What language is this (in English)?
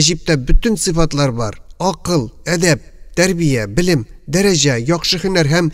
Tatar